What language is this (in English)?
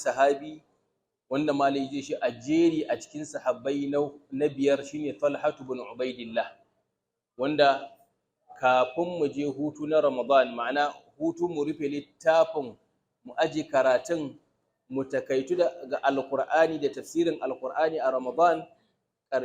Hausa